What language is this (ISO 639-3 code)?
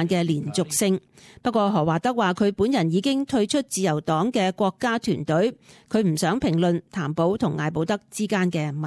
yue